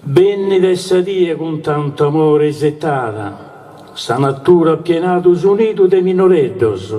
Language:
Sardinian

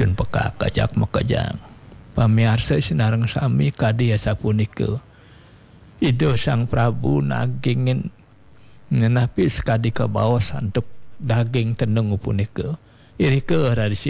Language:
Balinese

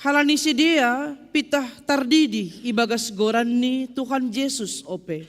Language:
Batak Simalungun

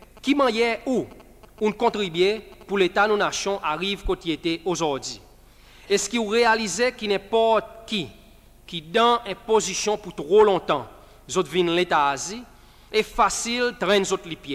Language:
Seselwa Creole French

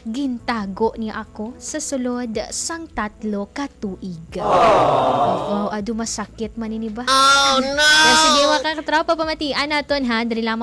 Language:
Hiligaynon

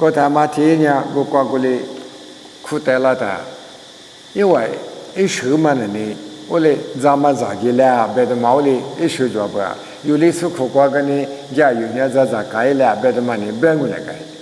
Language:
Lisu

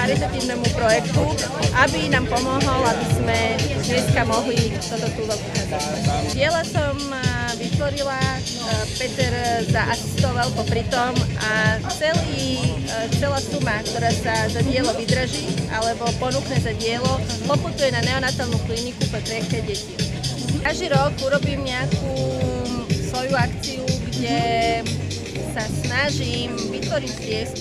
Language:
Slovak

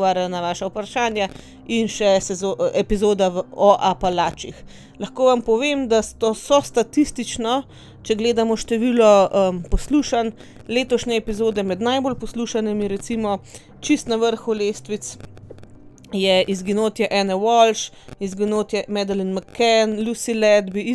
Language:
Slovenian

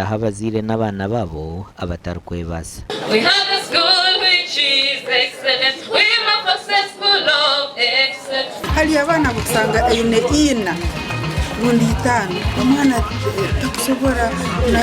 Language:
Nyankole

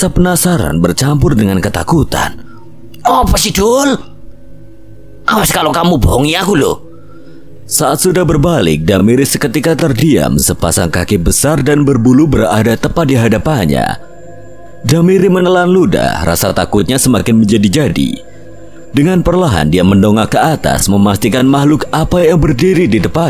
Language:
Indonesian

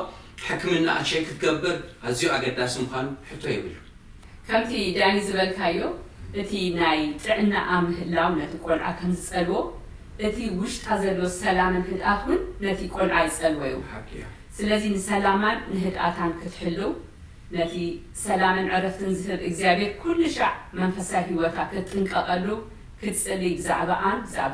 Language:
Tigrinya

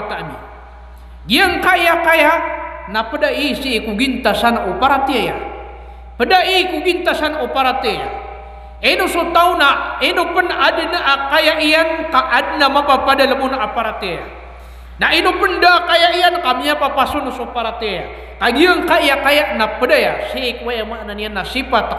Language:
Maranao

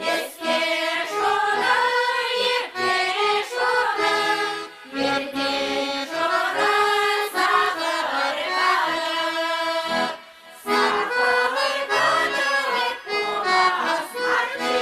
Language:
Chuvash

